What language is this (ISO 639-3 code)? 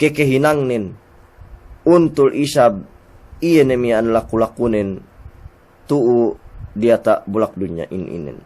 yka